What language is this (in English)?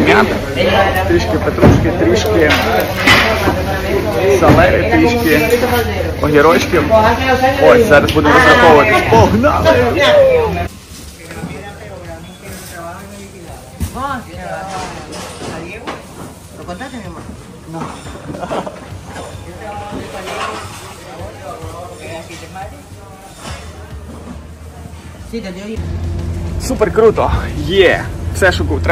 Ukrainian